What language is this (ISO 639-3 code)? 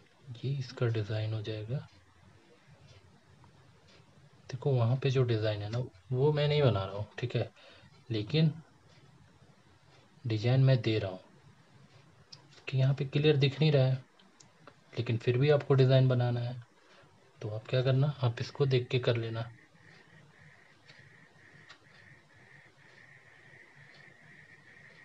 hin